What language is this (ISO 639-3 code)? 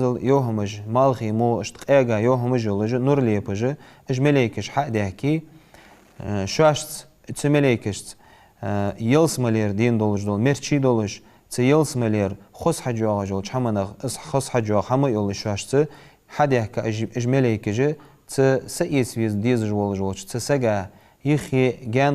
inh